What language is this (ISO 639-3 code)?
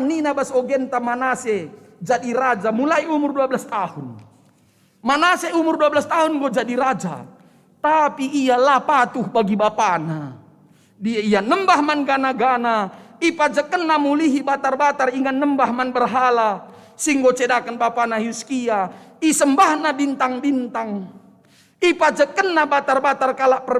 btx